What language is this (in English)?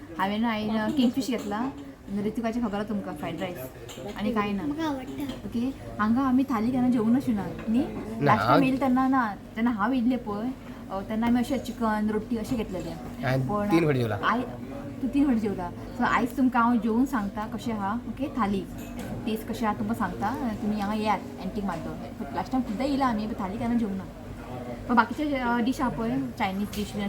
Konkani